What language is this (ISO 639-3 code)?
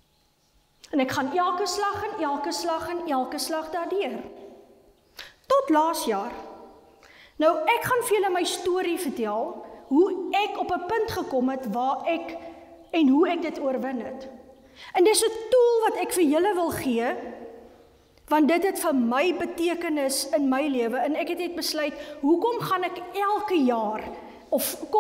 afr